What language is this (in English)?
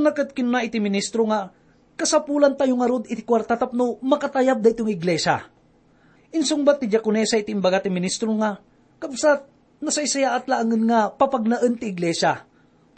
Iloko